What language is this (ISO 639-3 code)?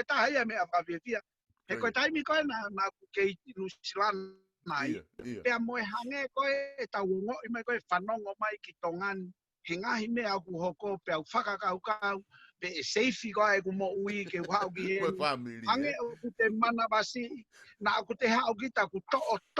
ton